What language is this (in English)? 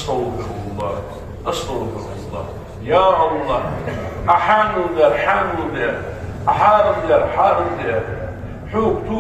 Ingush